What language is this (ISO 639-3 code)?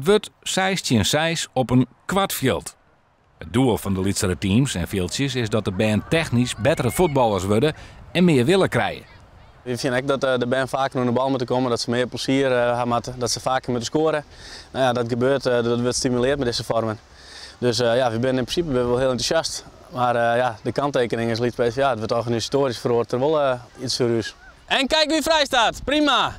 fry